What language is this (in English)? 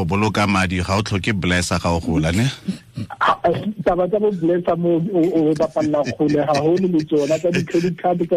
Tswana